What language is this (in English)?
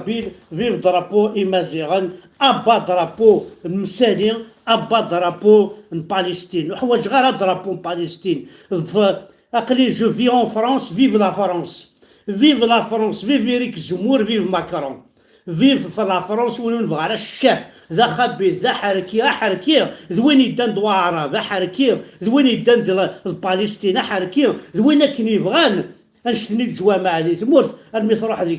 Kabyle